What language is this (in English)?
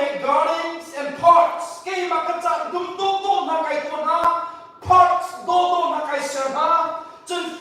Hakha Chin